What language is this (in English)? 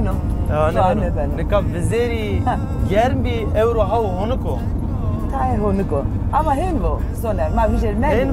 Zaza